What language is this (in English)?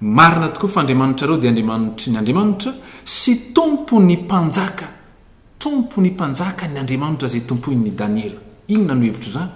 Malagasy